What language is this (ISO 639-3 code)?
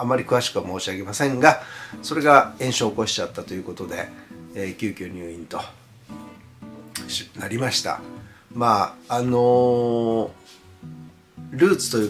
jpn